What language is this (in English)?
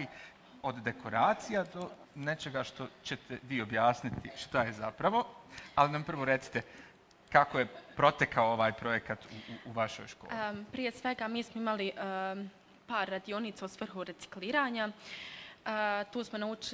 Bosnian